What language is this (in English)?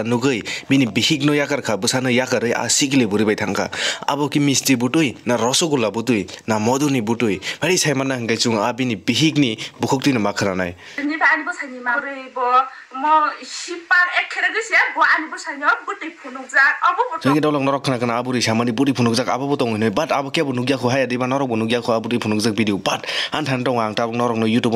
Kok Borok